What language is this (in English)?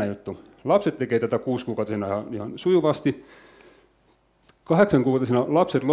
Finnish